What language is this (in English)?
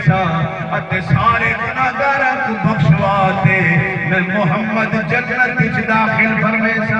Saraiki